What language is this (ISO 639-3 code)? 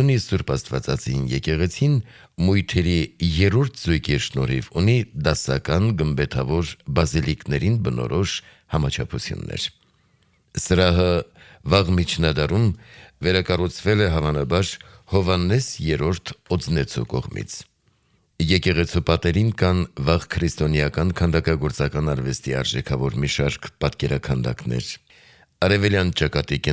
hye